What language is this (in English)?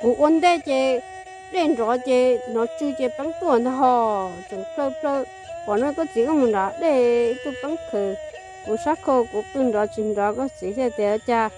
Hmong